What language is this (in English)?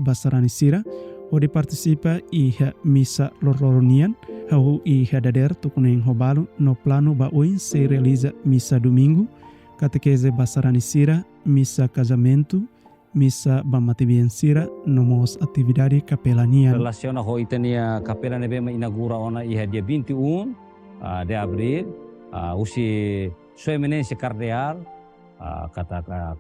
Tetum